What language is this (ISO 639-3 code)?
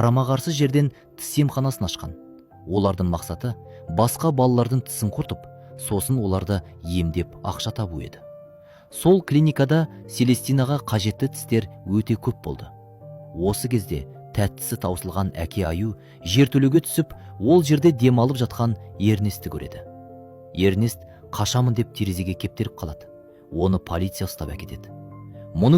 kaz